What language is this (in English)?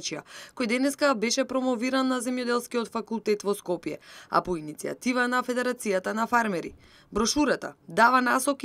Macedonian